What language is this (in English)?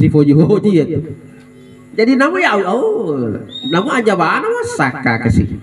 Buginese